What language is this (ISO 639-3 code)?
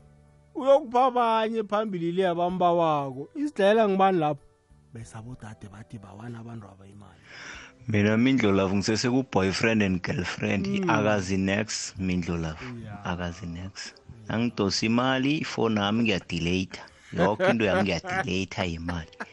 nbl